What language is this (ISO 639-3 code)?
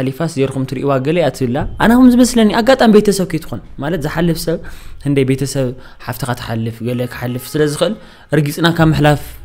tir